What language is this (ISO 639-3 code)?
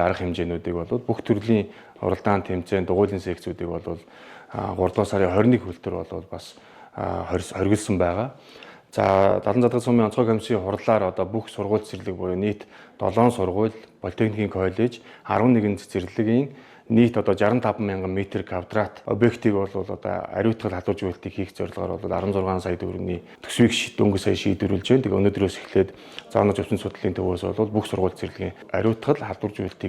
mon